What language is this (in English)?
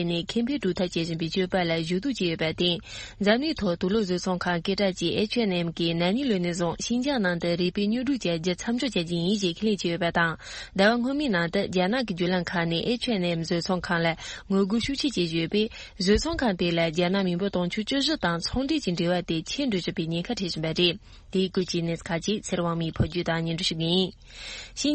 Tibetan